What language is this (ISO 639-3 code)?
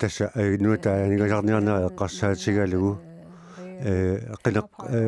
kal